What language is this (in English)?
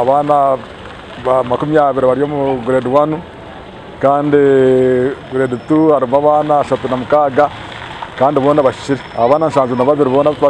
Nyankole